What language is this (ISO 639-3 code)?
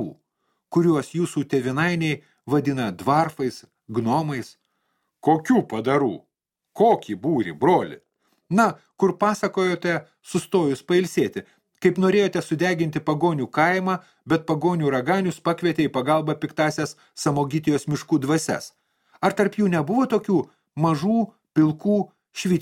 lit